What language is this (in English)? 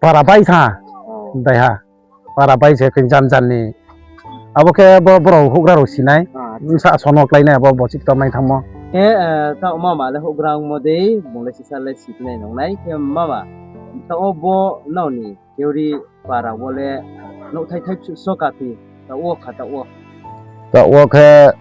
Riang (India)